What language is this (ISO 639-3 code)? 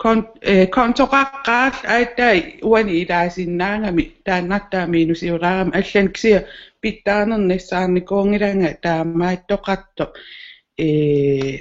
kal